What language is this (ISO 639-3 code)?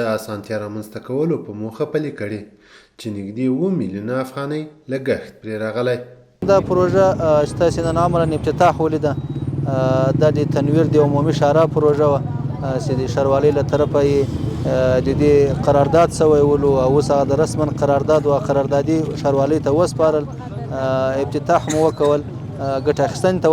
pus